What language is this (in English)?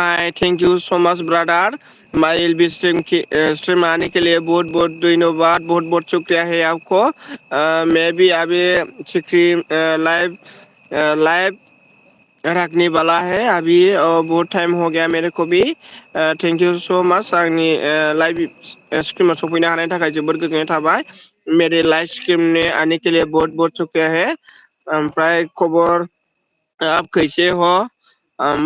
Bodo